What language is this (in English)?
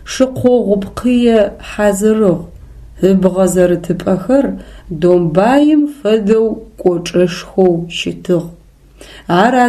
Adyghe